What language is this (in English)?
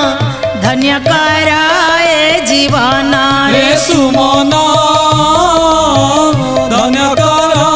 Odia